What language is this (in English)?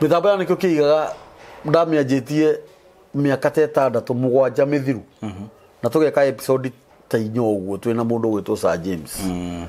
Kikuyu